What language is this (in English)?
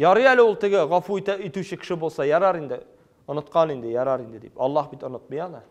Tatar